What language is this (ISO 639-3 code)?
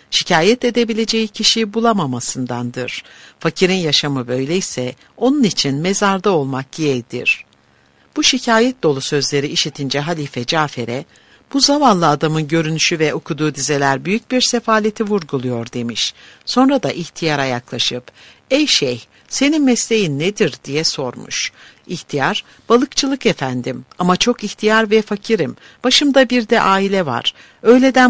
tur